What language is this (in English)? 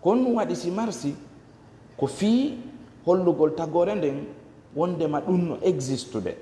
Fula